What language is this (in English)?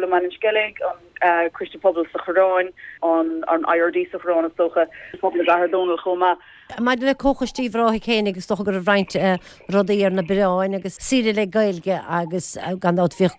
Irish